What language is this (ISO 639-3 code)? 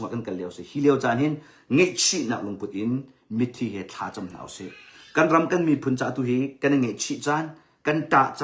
cnh